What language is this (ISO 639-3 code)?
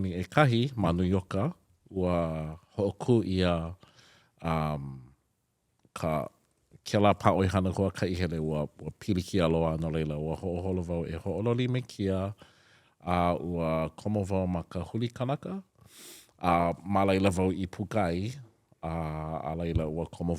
haw